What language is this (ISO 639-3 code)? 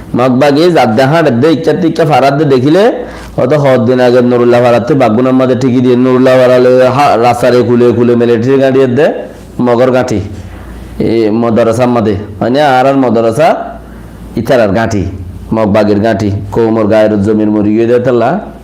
rhg